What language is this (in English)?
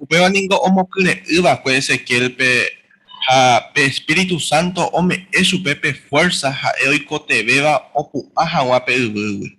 Guarani